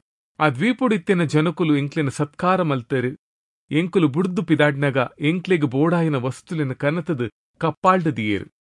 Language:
Tulu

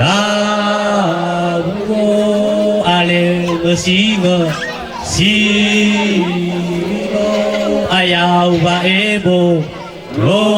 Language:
Nias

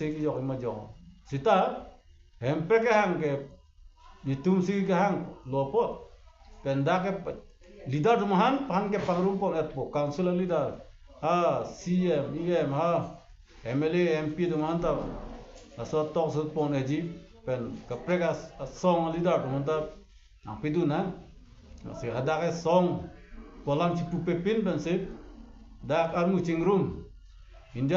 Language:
Karbi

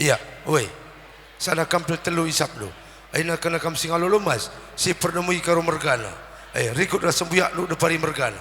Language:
Batak Karo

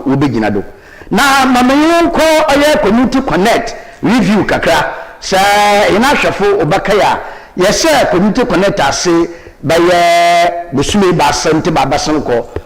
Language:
Akan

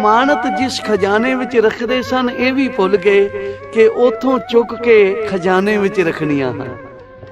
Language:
Punjabi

